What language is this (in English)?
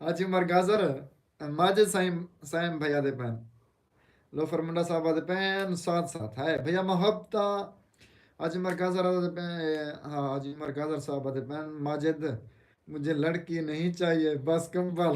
Saraiki